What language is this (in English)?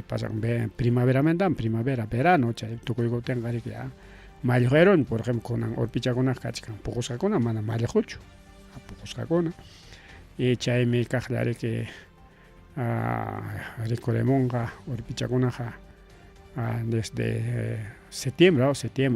Ayacucho Quechua